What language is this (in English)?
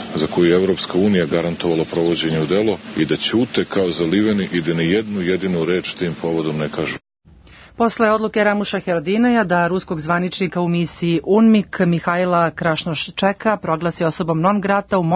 Serbian